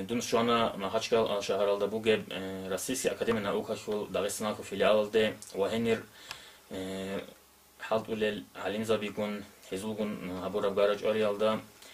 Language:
Avaric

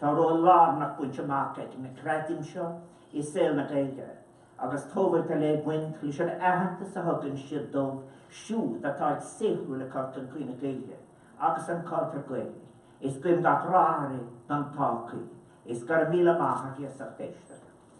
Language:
Irish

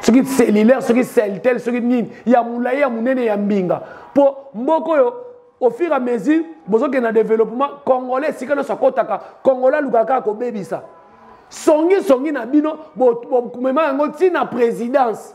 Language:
Lingala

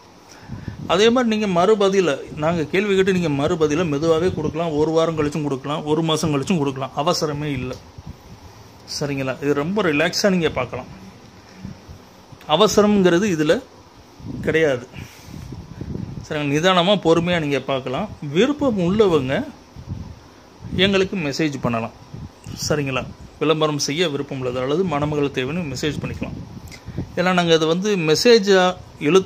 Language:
Tamil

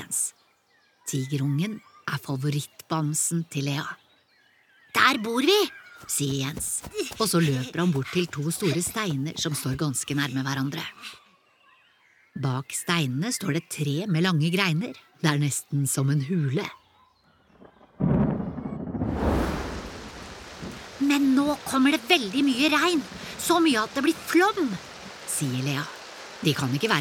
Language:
Norwegian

